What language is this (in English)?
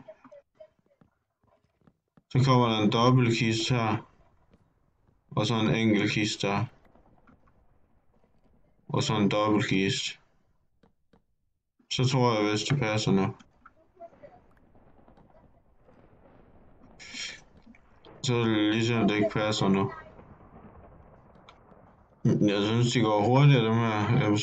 Danish